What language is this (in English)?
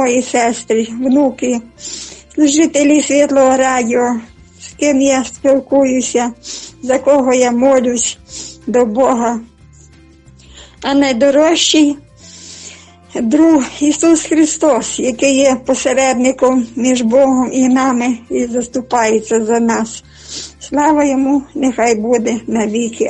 Ukrainian